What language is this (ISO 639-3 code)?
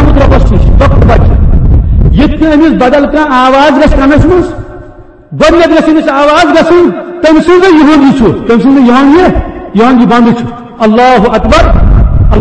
kas